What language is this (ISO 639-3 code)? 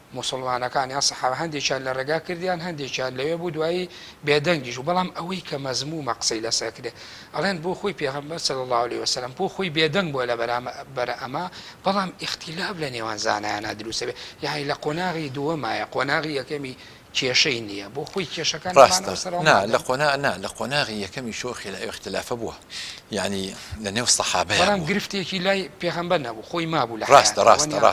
ckb